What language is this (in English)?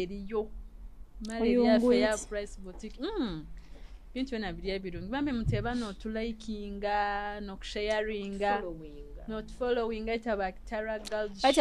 Nyoro